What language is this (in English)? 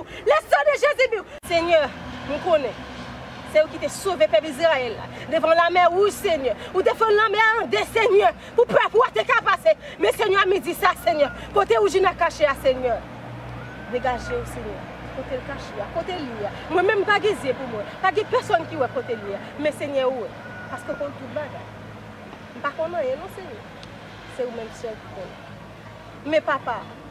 Haitian Creole